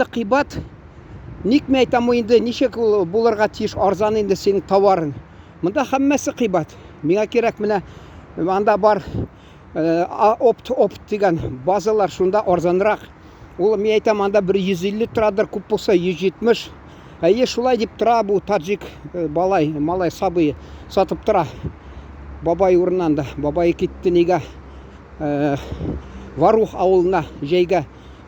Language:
Tatar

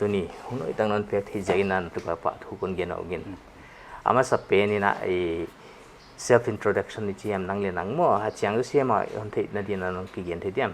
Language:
Paite Chin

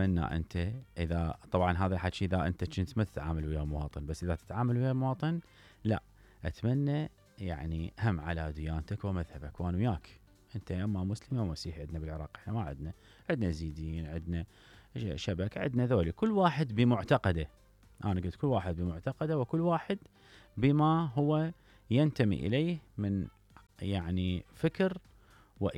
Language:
Mesopotamian Arabic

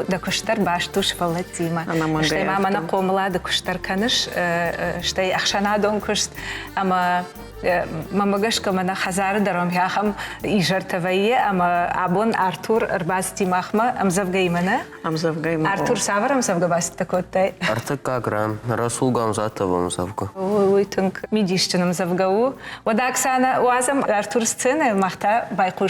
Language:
Ossetic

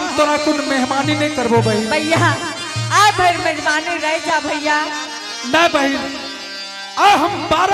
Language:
Angika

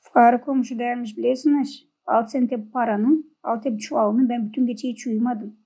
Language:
Gagauz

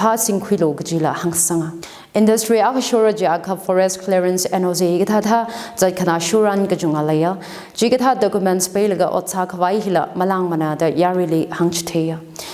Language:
Tangkhul Naga (India)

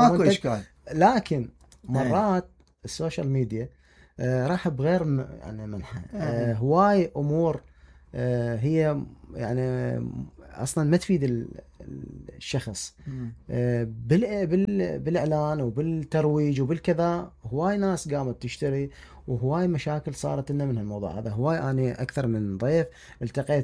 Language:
Mesopotamian Arabic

